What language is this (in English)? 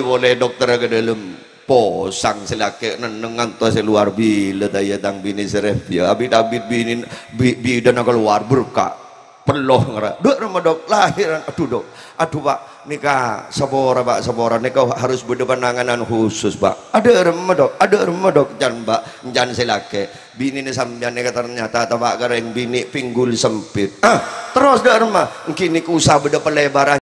Madurese